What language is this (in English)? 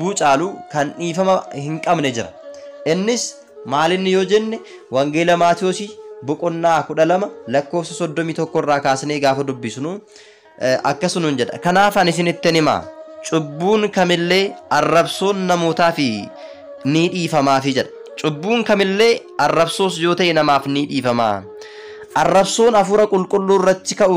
Oromo